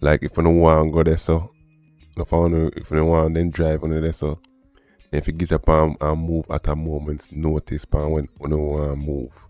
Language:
Jamaican Creole English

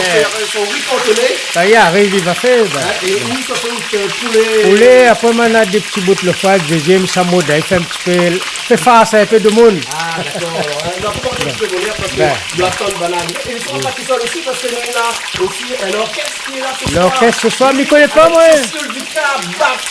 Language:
Réunion Creole French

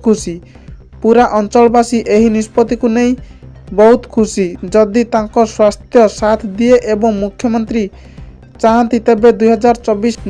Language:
Odia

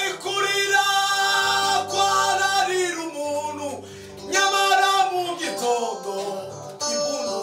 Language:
Kinyarwanda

